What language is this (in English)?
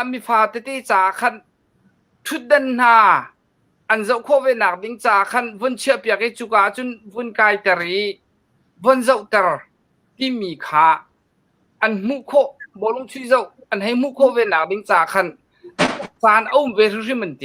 Hakha Chin